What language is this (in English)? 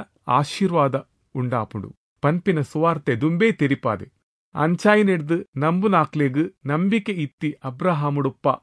Tulu